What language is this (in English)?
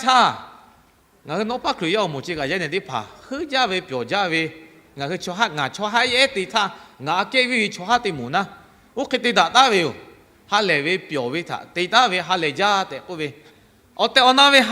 Lahu